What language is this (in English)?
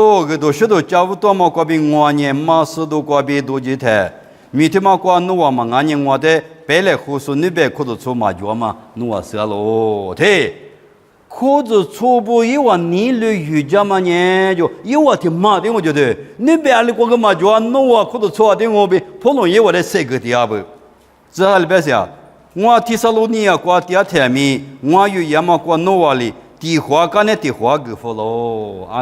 Lisu